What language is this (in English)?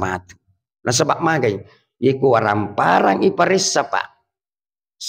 Buginese